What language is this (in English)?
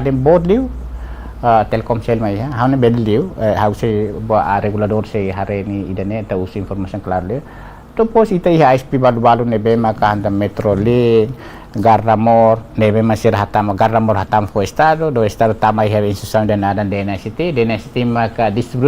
Tetum